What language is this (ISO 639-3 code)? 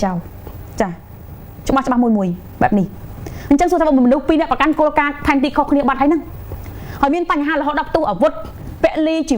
khm